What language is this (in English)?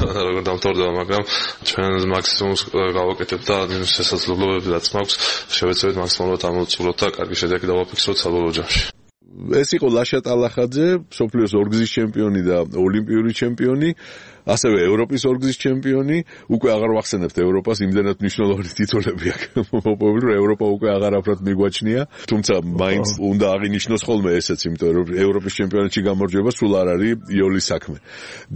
Georgian